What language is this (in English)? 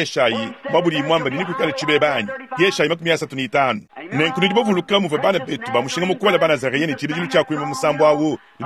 Luba-Lulua